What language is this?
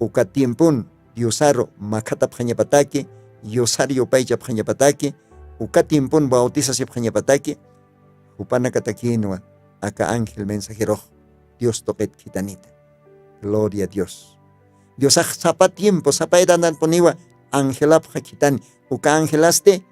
Aymara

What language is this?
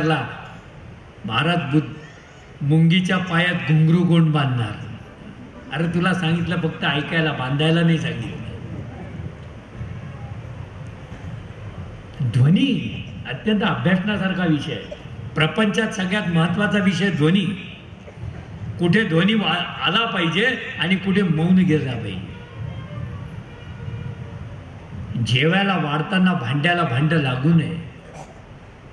Marathi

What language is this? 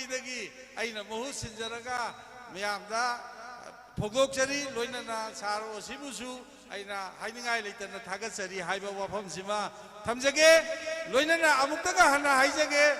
Manipuri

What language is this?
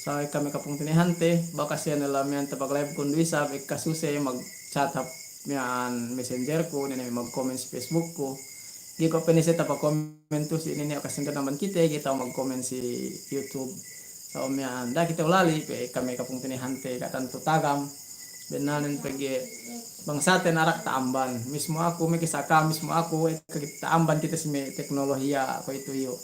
Yakan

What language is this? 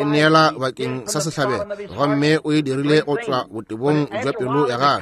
Northern Sotho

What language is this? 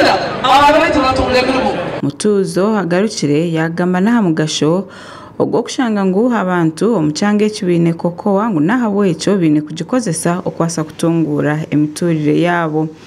Nyankole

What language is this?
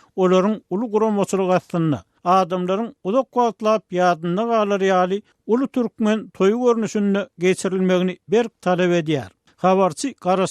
Turkmen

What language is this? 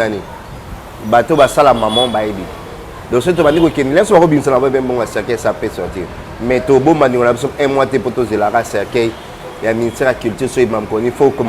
Lingala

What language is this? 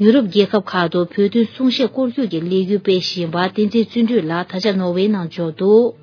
Tibetan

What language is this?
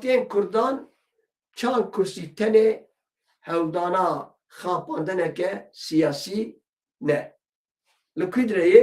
Kurdish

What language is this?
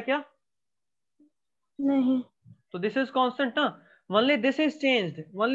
Hindi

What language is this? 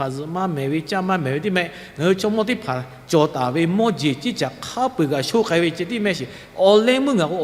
Lahu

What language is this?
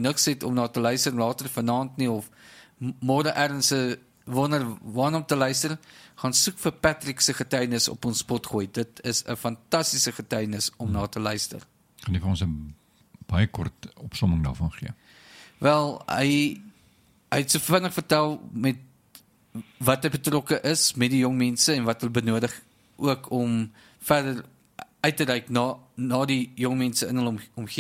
Afrikaans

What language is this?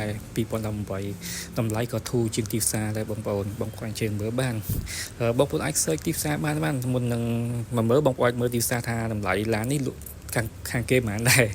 Khmer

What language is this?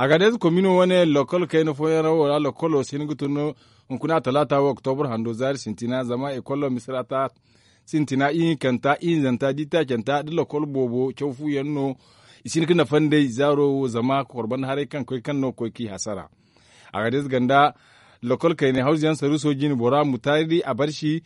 Zarma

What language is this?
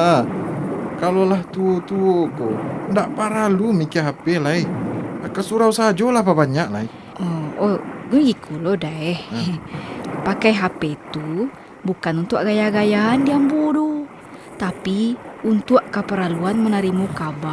Minangkabau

